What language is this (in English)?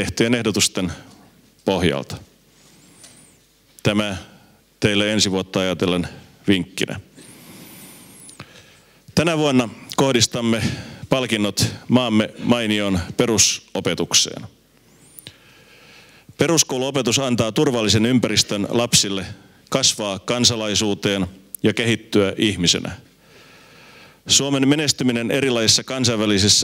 Finnish